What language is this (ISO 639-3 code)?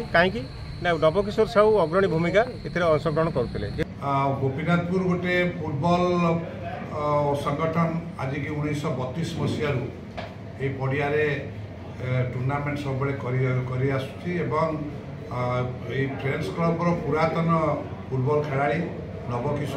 ori